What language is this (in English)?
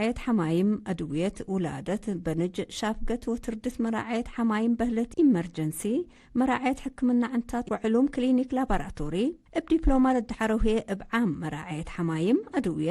Tigre